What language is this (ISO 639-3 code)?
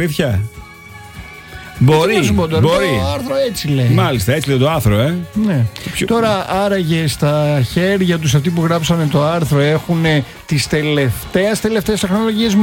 ell